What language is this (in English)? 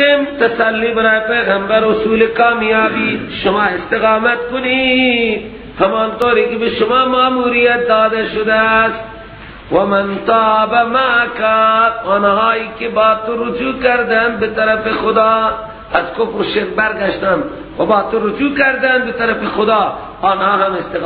Persian